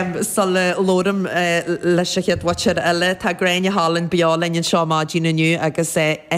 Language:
Irish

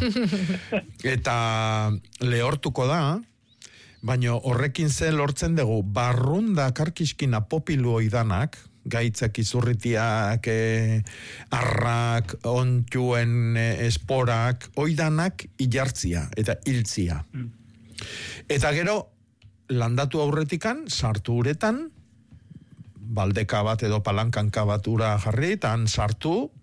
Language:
Basque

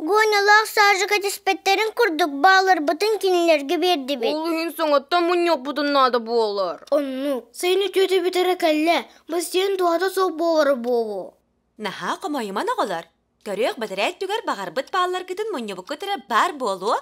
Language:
Yakut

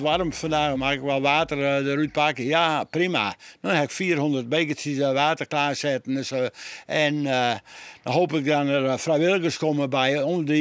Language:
Western Frisian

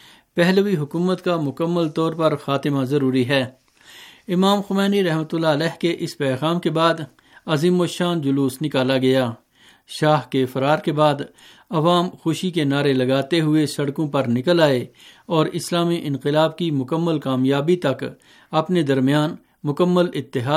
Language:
Urdu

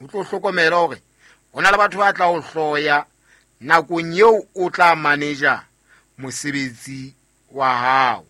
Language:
Southern Sotho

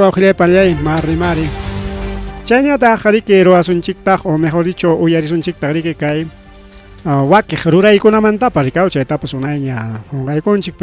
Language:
Ayacucho Quechua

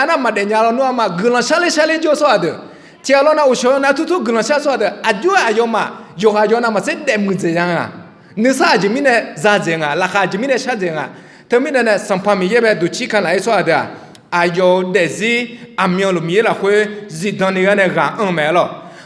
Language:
Akha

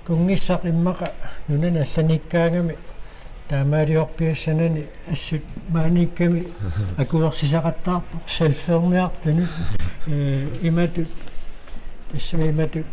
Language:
Kalaallisut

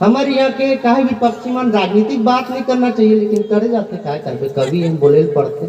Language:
Chhattisgarhi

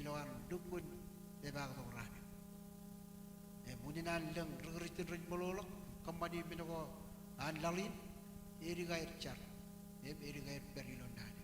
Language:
Marshallese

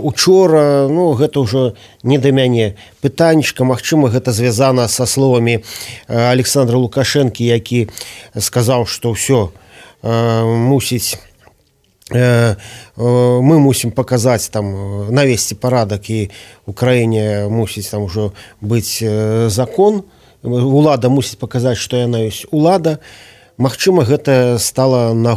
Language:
Belarusian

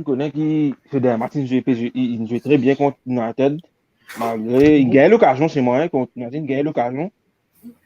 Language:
Morisyen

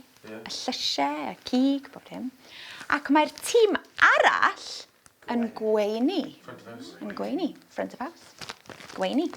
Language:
Welsh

